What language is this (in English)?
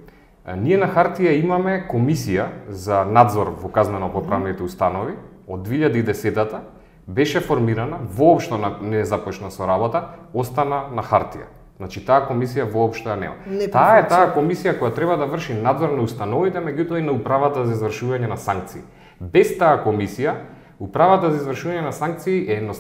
Macedonian